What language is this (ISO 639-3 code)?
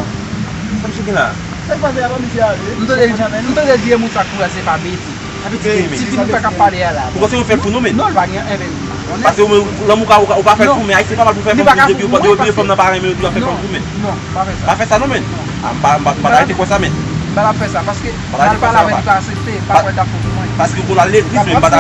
hat